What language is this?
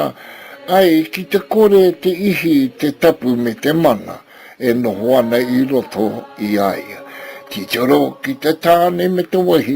Māori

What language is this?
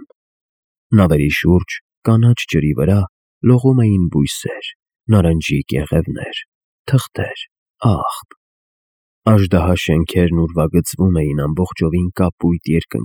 Armenian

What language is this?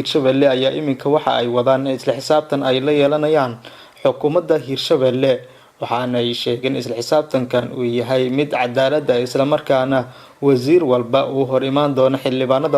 Somali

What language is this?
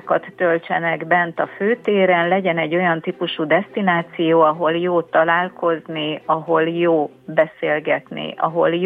Hungarian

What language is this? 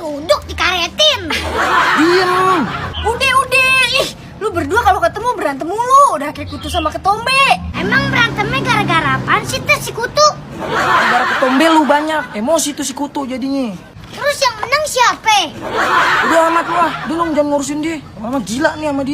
Betawi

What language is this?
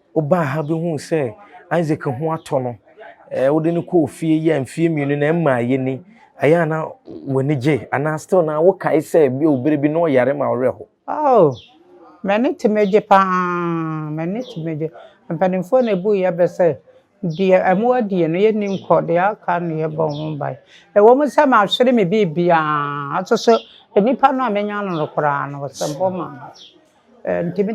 Akan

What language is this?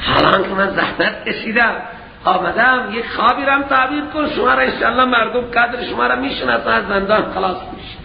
Persian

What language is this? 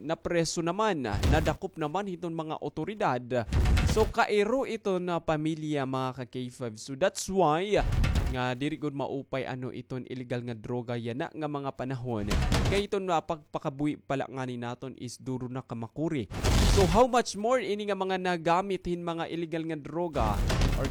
Waray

